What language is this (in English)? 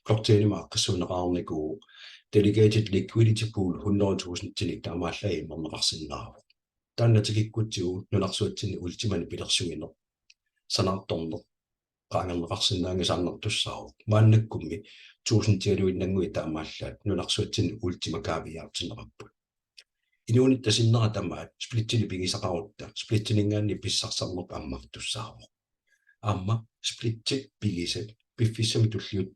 Kalaallisut